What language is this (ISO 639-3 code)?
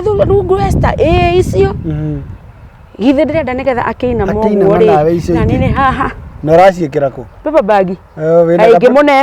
kik